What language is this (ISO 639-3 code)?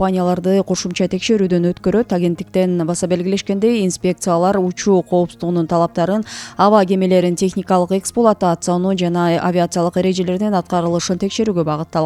kir